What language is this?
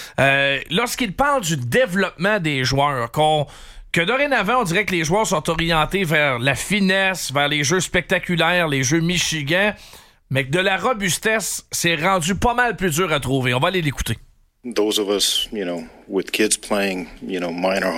French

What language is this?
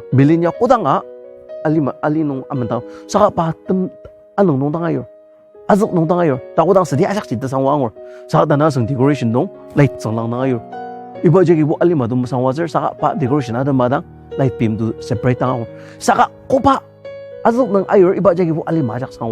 Ao Naga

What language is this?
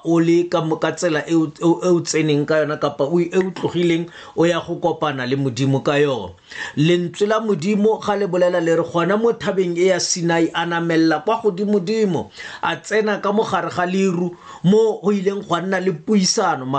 Tswana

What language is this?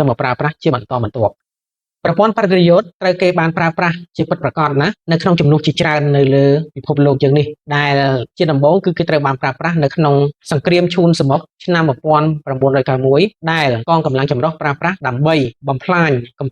Khmer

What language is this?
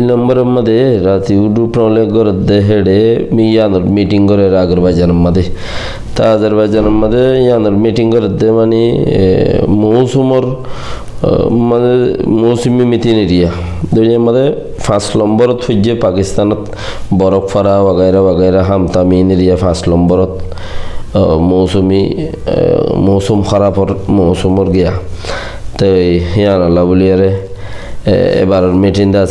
Rohingya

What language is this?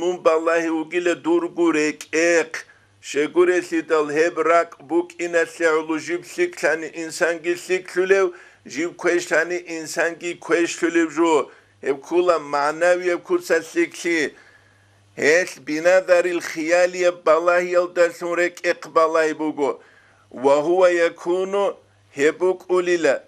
Avaric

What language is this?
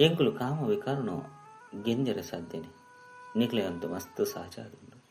Tulu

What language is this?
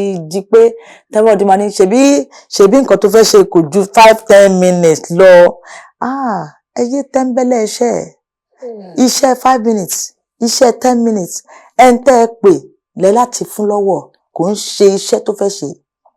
Yoruba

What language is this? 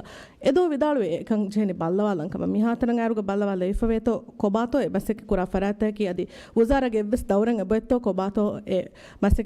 Divehi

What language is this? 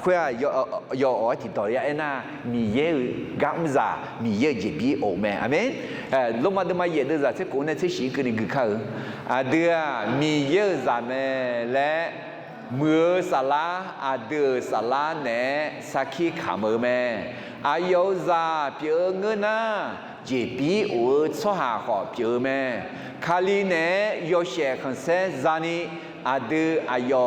Akha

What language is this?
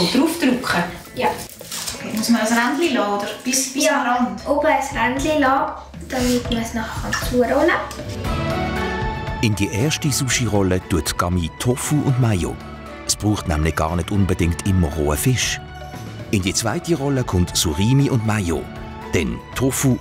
Swiss German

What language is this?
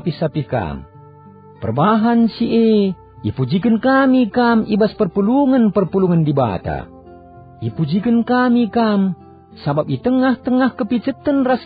Batak Karo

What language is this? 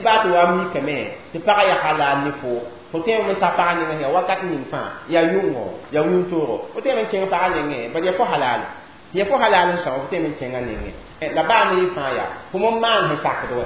Mossi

